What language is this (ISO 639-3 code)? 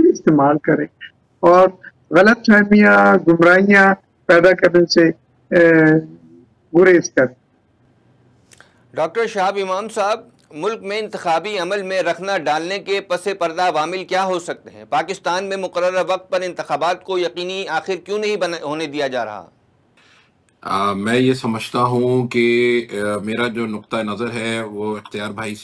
urd